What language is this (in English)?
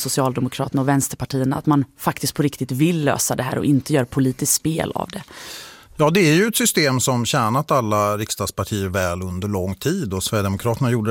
Swedish